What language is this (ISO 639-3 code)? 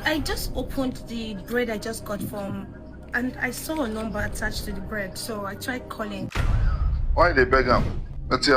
pcm